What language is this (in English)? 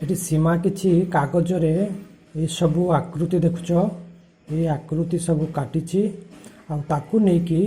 Odia